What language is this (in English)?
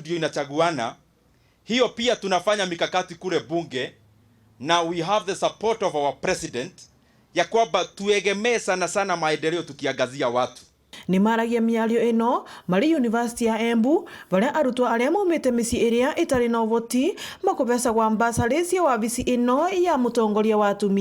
Meru